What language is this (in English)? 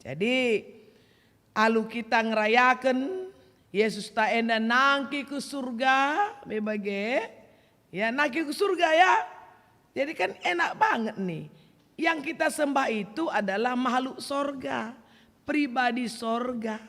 Batak Karo